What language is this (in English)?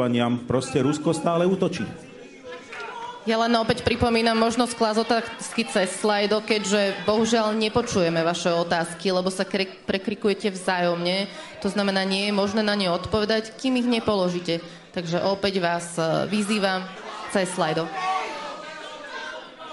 Slovak